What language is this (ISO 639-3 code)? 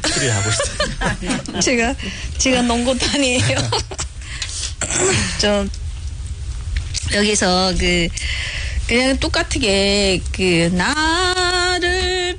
kor